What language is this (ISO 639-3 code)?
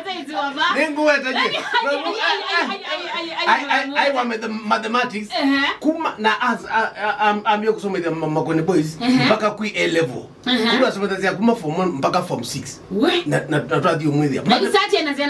kam